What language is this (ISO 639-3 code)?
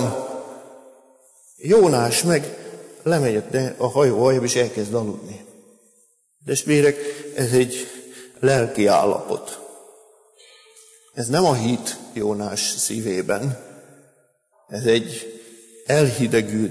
hun